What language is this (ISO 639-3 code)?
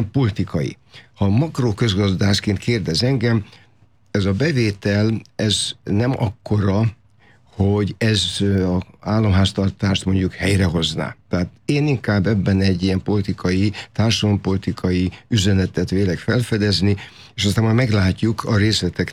hun